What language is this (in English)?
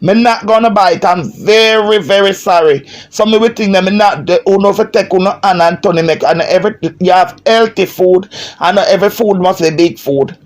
Jamaican Creole English